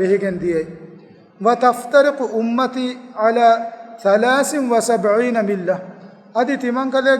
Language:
Divehi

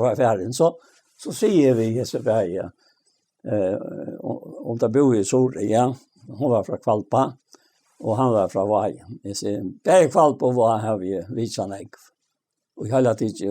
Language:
Faroese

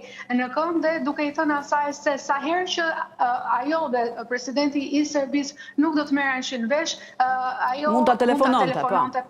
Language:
Albanian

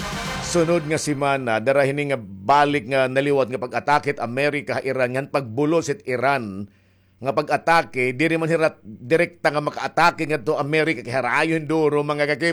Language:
Waray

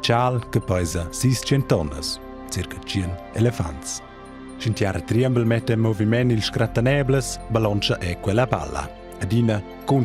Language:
Romansh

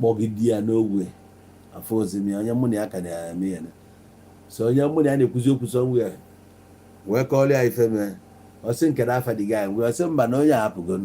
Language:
Igbo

